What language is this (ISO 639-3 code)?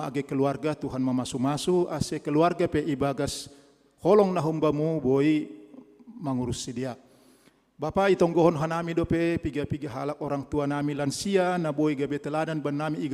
bts